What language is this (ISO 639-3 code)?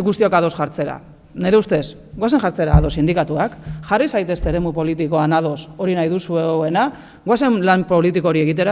eus